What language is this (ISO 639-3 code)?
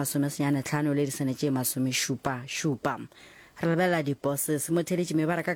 nso